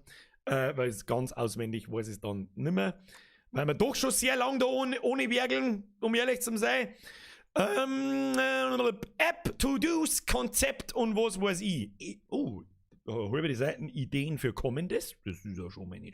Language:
Bavarian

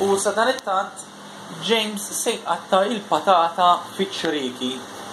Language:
Maltese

